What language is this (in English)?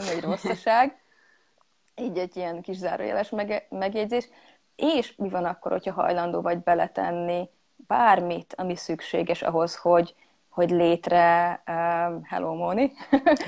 Hungarian